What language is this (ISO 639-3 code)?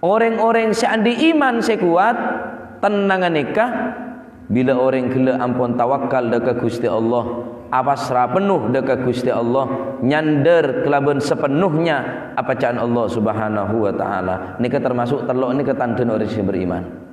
mad